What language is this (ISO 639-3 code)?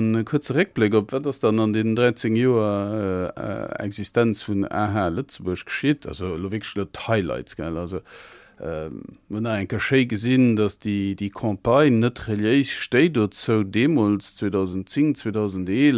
ltz